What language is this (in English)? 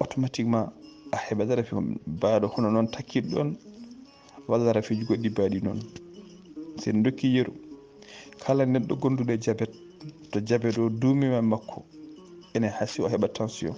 Fula